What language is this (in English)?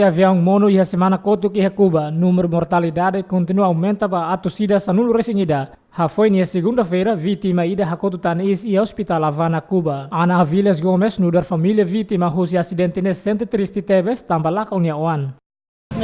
Tetum